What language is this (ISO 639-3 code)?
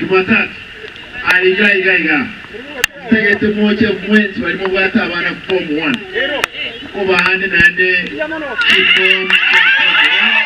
guz